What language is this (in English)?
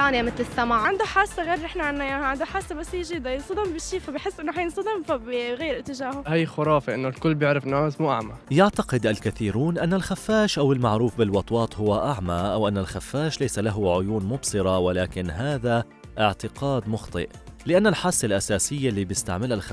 North Levantine Arabic